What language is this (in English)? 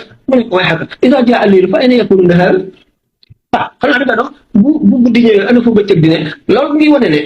Wolof